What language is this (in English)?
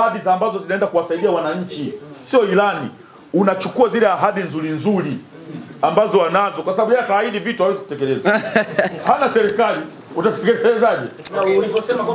Swahili